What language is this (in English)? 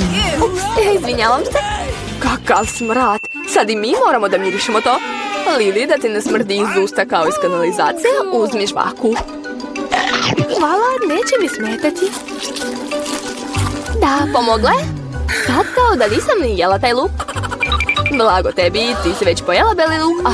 Serbian